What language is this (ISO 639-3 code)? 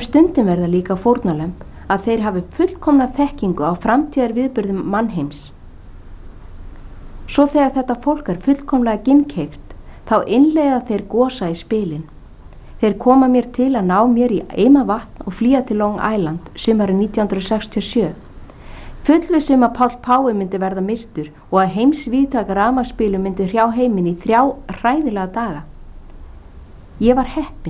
isl